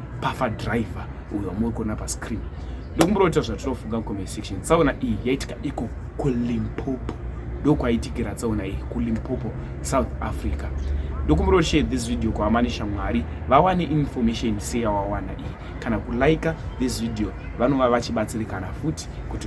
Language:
Shona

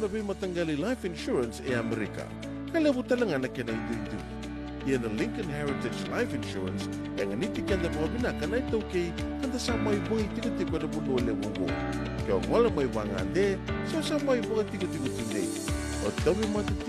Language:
Fijian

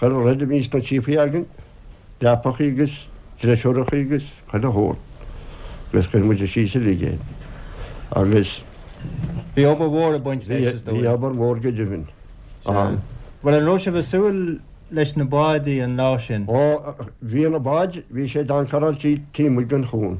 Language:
Irish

